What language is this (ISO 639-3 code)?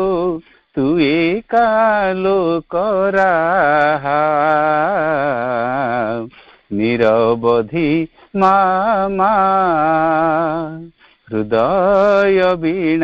ori